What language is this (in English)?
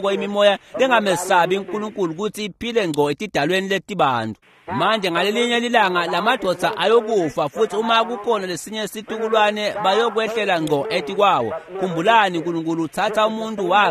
Swati